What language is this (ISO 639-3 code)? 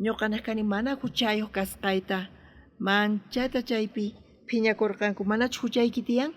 quh